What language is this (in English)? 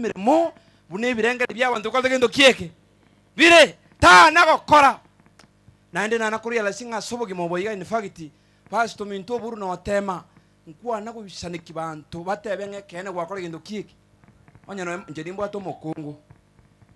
Gusii